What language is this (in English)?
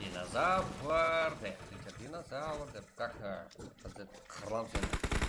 Kara-Kalpak